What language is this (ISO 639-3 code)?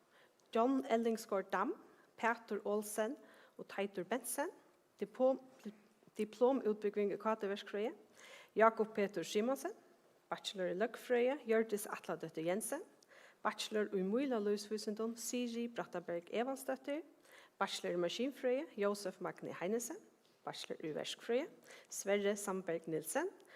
fao